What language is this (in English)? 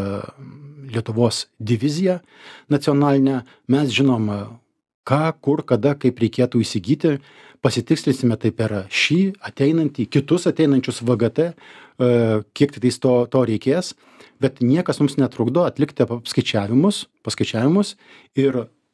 Lithuanian